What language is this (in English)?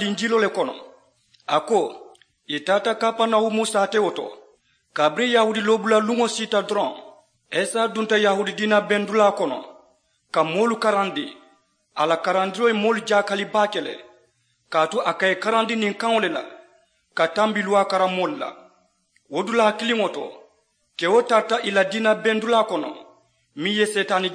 Mandingo